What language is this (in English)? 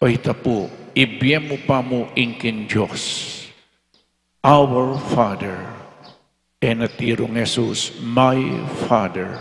Pampanga